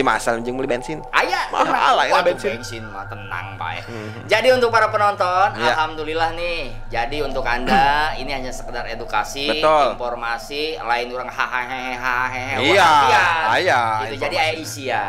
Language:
Sundanese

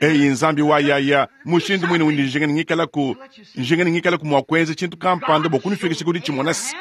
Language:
Luba-Lulua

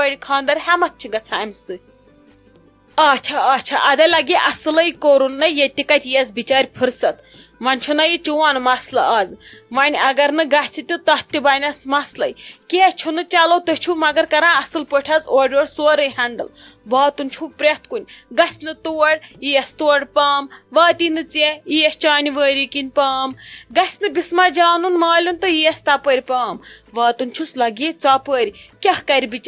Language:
Kashmiri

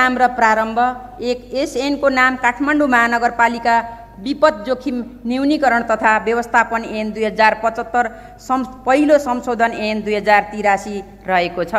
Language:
Nepali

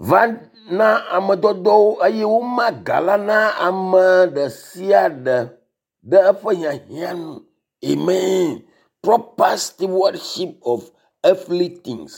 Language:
Ewe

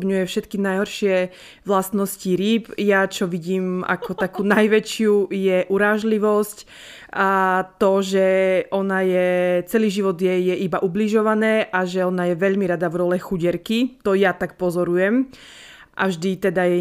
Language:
Slovak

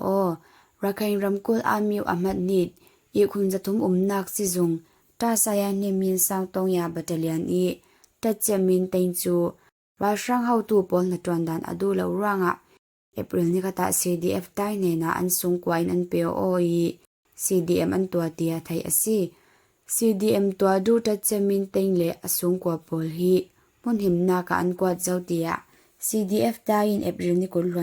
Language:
Falam Chin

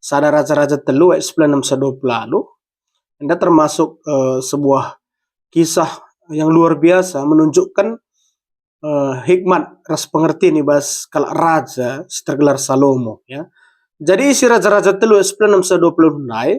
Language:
Batak Karo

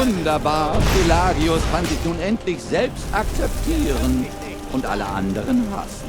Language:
Bavarian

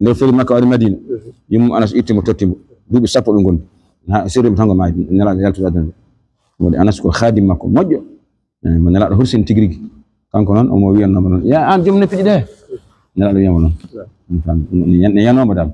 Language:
Fula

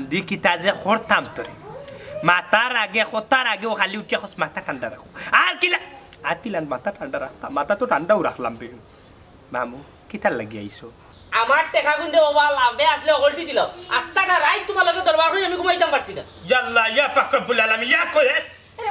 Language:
Sylheti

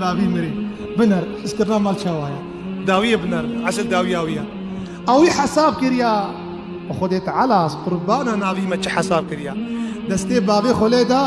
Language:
Kurdish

